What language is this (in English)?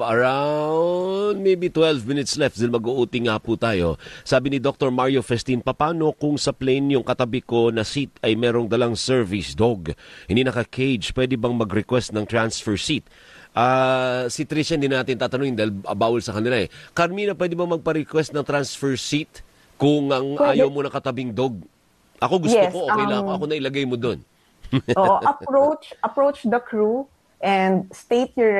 Filipino